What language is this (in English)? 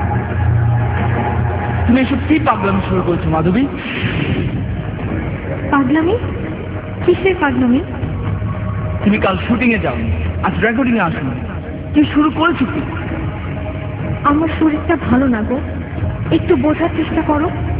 Bangla